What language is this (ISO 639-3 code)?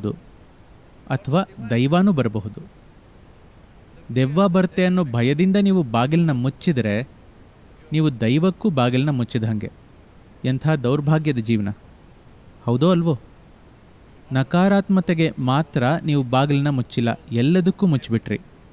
kan